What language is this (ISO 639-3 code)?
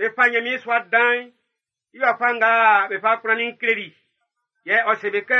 bci